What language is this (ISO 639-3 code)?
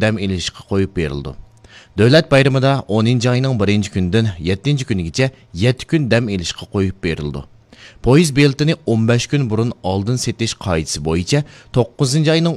uig